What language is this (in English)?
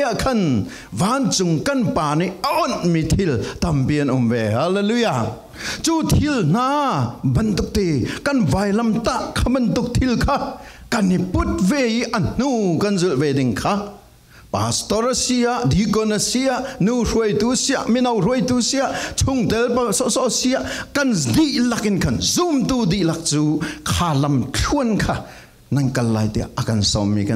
Falam Chin